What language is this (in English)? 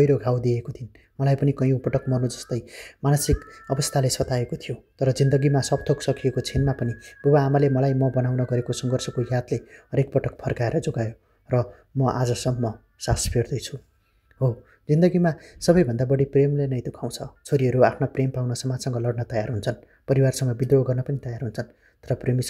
Nepali